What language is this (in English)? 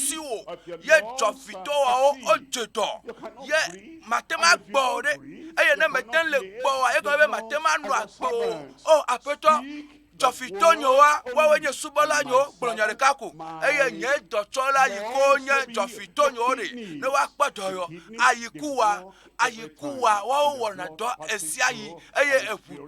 Ewe